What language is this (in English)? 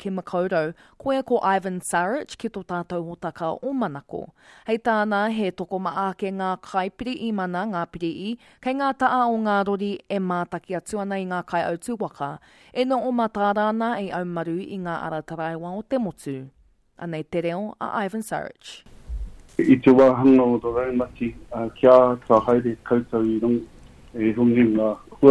Māori